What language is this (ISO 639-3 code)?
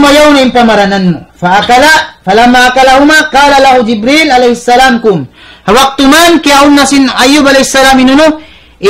tsg